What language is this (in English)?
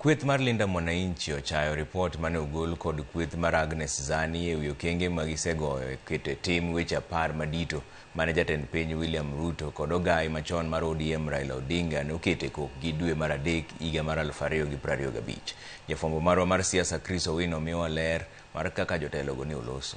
Luo (Kenya and Tanzania)